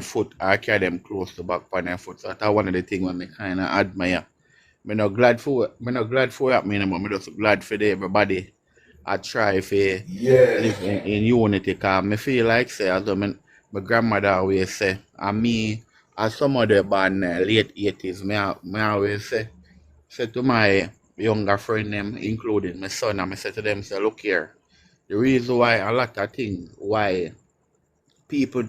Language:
Jamaican Creole English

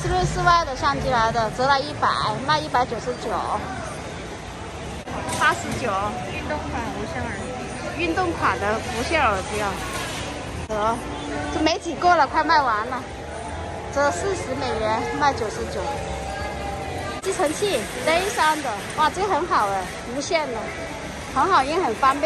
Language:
Chinese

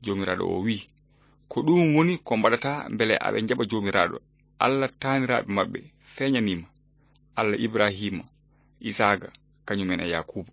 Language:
Fula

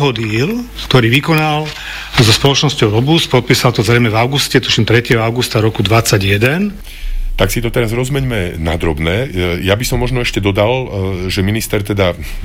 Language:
Slovak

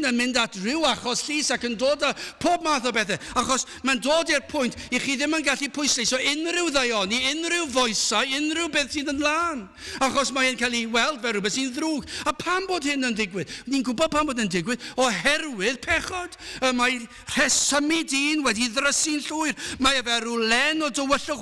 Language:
Welsh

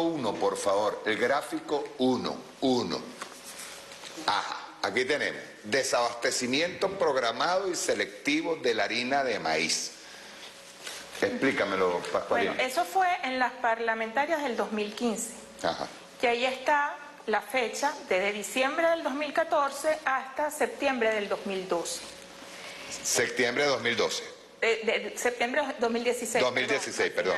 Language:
Spanish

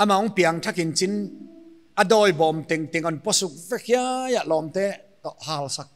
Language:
Paite Chin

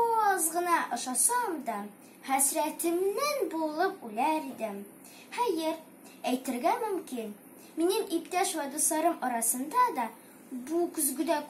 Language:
Tatar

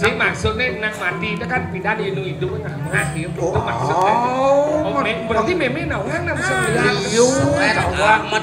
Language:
Balinese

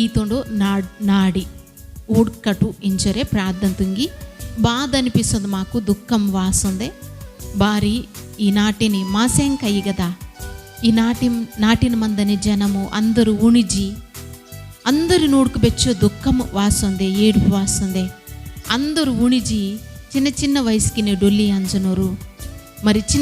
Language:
Koya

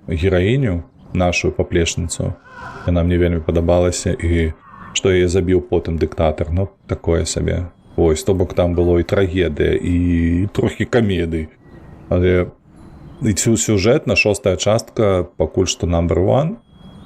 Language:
Belarusian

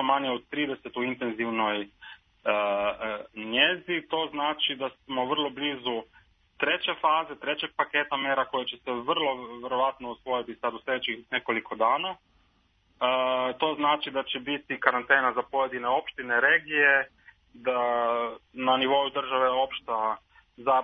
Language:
Serbian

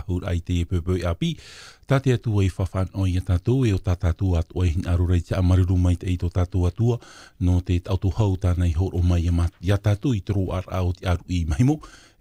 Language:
Tahitian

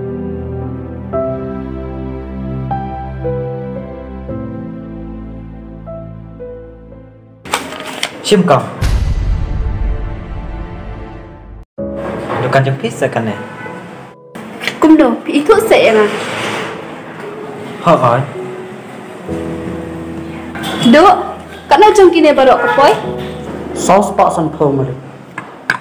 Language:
Khasi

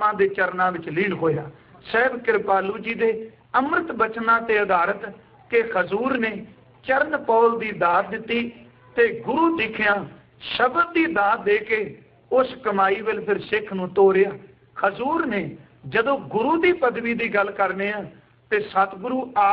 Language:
Punjabi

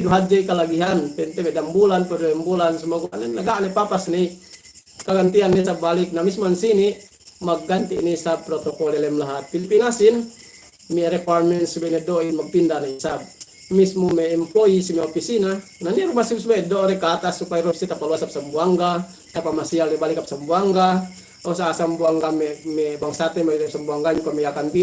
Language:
Yakan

